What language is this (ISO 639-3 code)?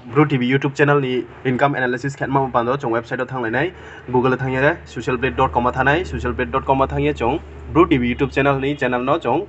ria